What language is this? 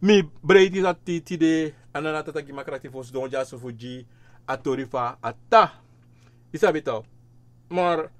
Sranan Tongo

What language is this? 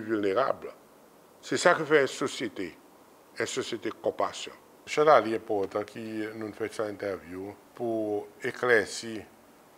Seselwa Creole French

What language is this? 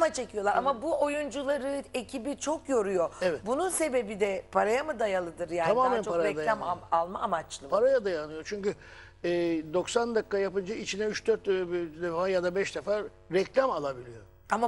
Turkish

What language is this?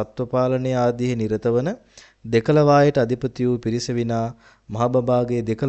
Sinhala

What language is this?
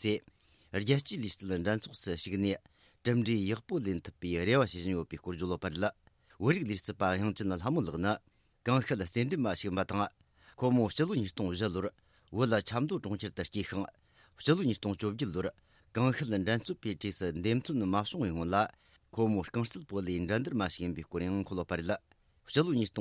Tibetan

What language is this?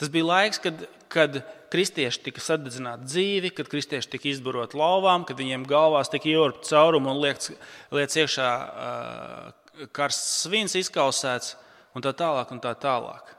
Latvian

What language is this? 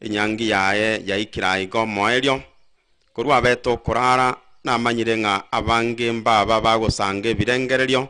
Gusii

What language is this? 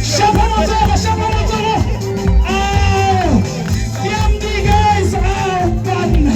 Tswana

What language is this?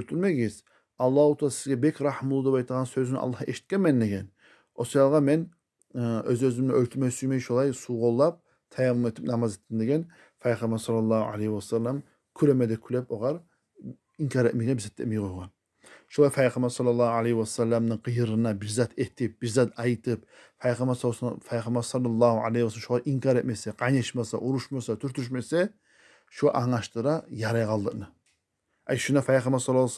Kumyk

